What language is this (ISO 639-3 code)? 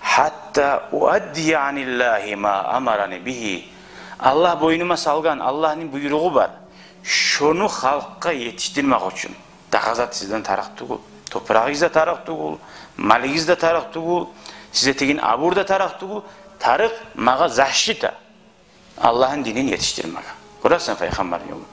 kum